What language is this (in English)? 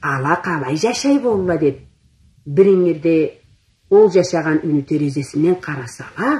Karachay-Balkar